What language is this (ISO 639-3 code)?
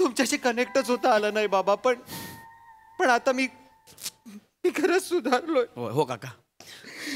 mar